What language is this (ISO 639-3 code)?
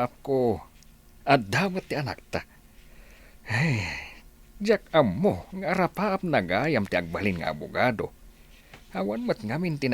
ilo